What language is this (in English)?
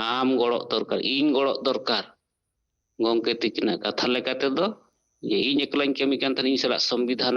Santali